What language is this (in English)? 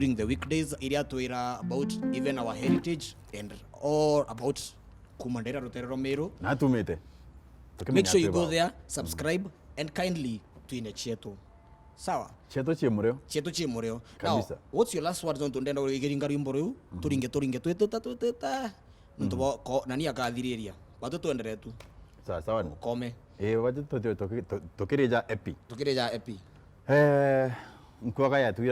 Meru